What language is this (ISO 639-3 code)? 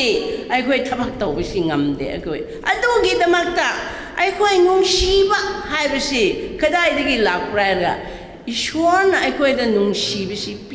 mni